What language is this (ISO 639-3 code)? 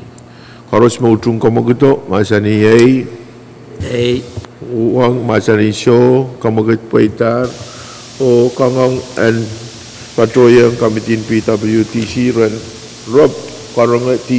pon